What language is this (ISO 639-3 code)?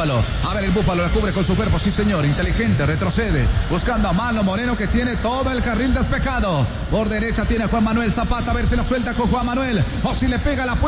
spa